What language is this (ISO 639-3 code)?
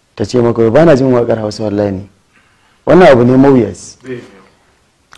hau